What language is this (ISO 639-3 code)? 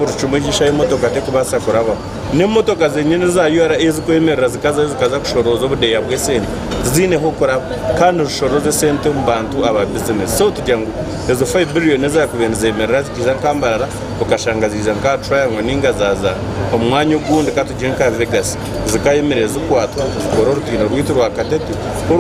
nyn